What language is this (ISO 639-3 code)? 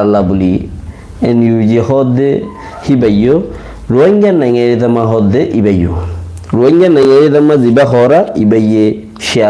rhg